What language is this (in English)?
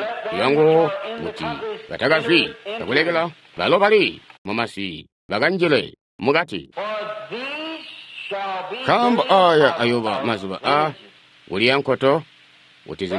Tonga (Zambia)